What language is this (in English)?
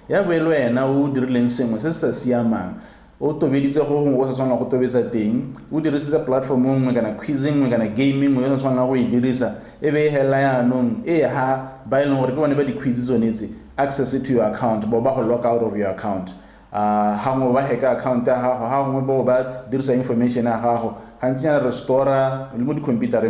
Tswana